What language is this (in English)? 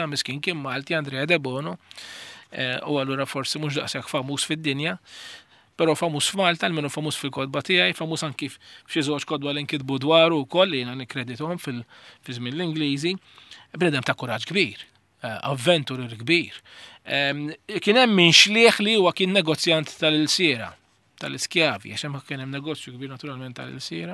Maltese